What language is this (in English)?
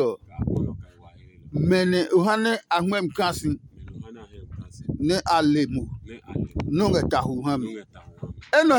Adangme